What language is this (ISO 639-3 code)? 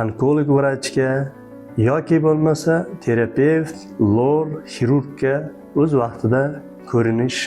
uzb